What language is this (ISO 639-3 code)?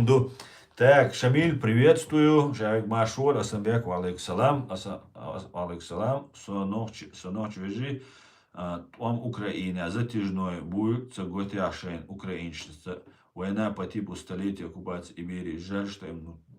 che